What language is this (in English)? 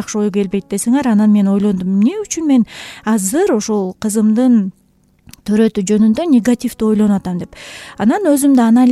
Kyrgyz